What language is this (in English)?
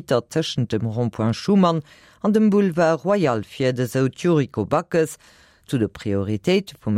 Luxembourgish